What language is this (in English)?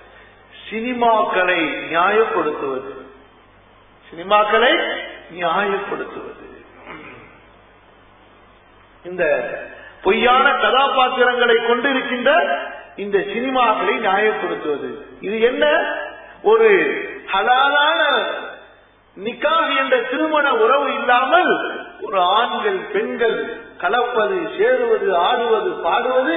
Tamil